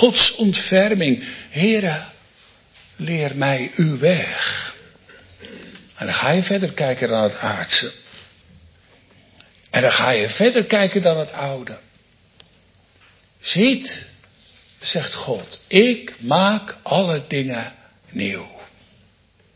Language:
Dutch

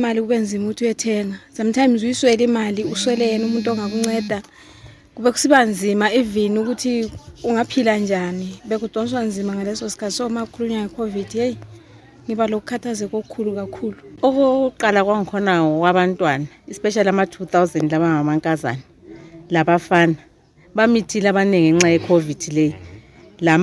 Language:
North Ndebele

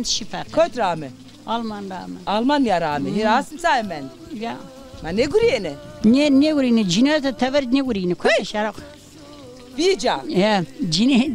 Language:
Zaza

